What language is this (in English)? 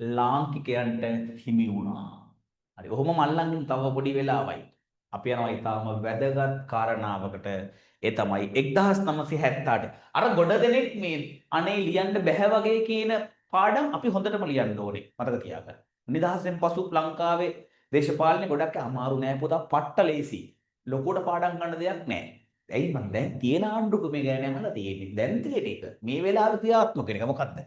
Sinhala